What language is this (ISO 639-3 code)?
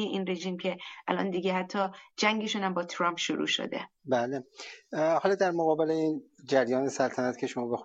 fas